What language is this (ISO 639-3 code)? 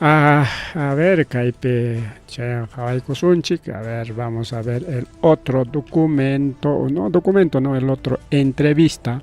quy